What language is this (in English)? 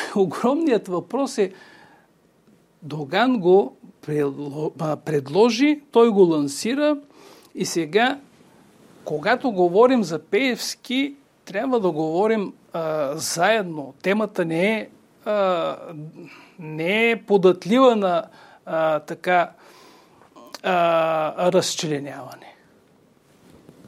Bulgarian